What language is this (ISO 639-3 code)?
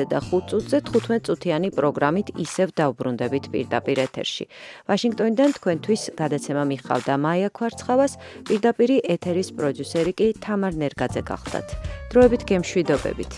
kat